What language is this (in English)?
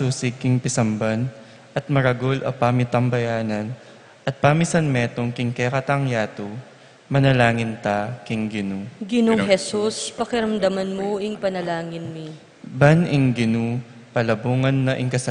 Pampanga